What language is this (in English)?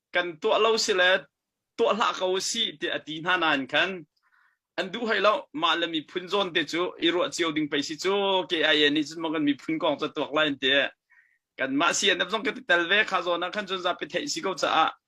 Hakha Chin